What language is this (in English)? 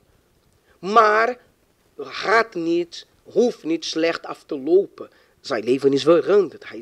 Dutch